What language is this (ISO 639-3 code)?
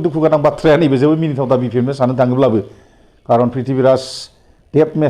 brx